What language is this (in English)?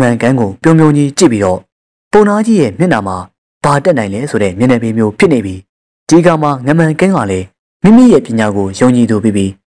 Burmese